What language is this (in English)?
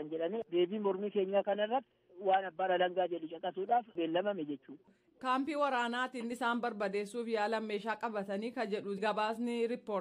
Oromo